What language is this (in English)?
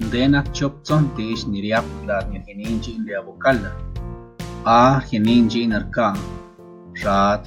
San Pedro Quiatoni Zapotec